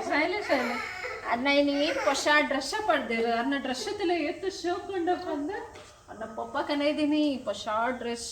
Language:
Tulu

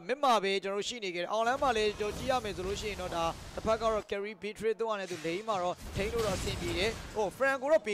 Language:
Burmese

